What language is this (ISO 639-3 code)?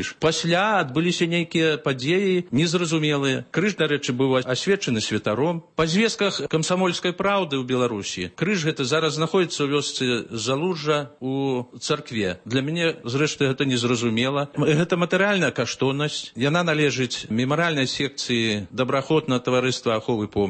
bel